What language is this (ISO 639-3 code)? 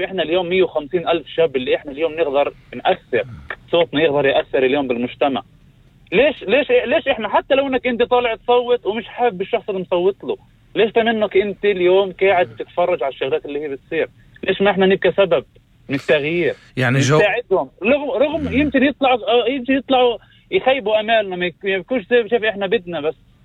apc